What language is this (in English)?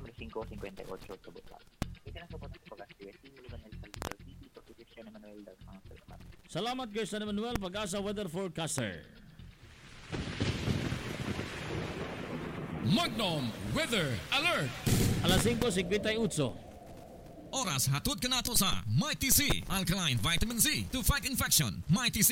Filipino